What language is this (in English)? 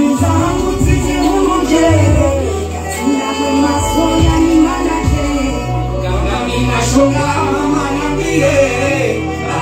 Swahili